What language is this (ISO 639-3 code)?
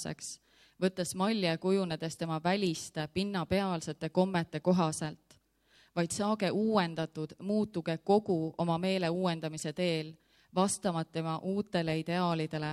est